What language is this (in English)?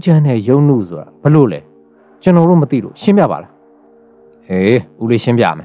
Burmese